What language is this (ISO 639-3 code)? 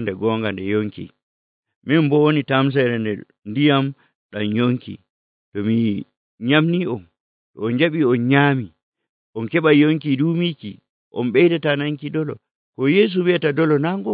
fuv